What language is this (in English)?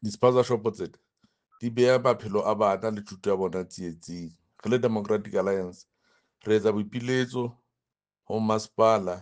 Southern Sotho